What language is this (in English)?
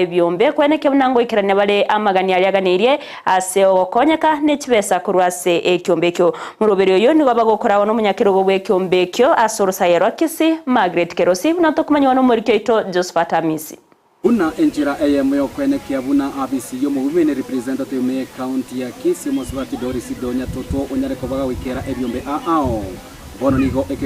Gusii